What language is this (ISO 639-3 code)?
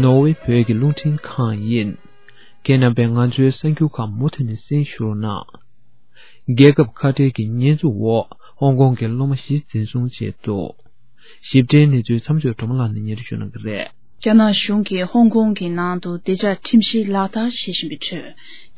bod